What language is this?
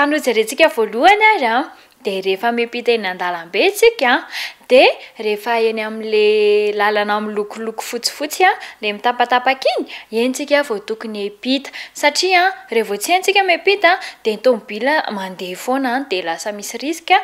Malagasy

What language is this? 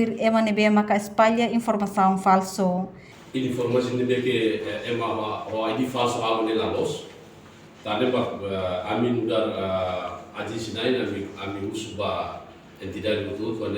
Tetum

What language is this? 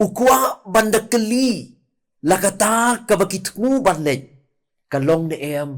Khasi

